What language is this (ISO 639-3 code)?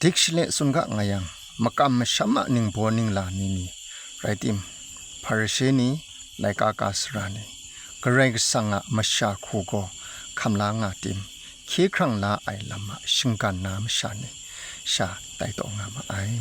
kac